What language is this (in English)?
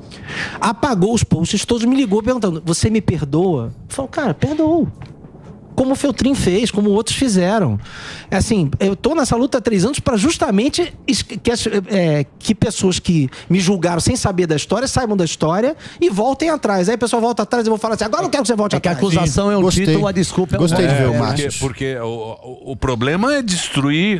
Portuguese